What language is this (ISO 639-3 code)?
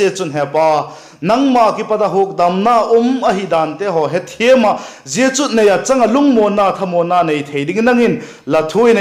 vap